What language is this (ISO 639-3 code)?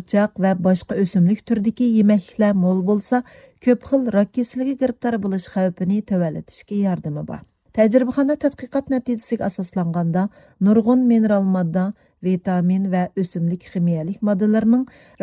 uig